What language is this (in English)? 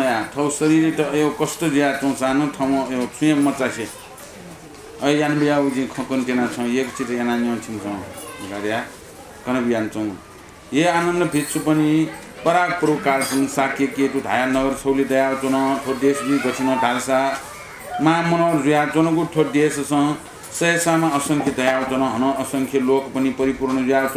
Newari